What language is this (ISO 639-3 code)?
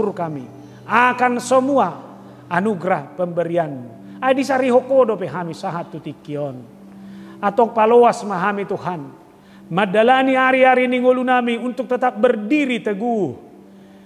bbc